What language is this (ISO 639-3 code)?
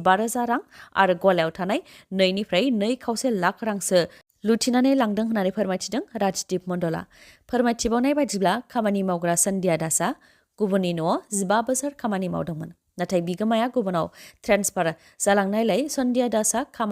brx